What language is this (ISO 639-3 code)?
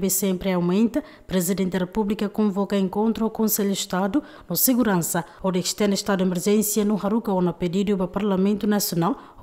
tet